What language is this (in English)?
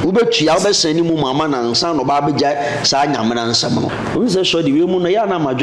Akan